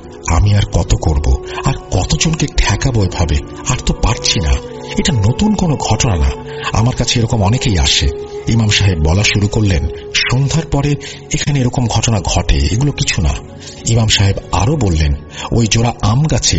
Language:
Bangla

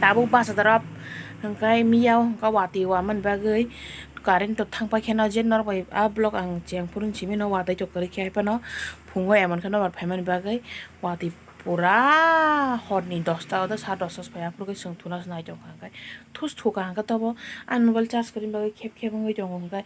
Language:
Kok Borok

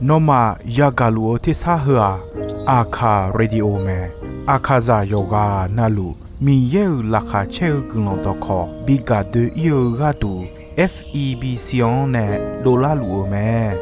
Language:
Akha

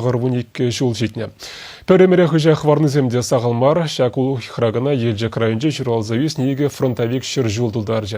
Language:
Chuvash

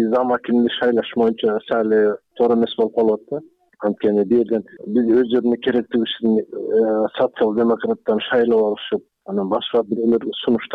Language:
Kyrgyz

